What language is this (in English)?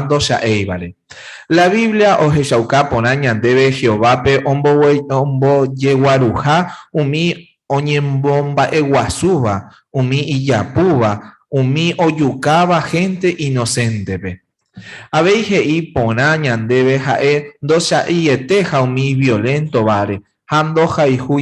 Guarani